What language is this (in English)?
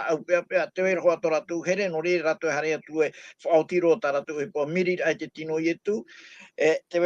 Tahitian